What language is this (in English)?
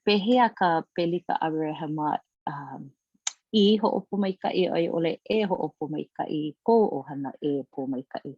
Hawaiian